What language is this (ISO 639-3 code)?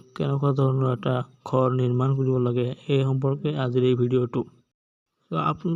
asm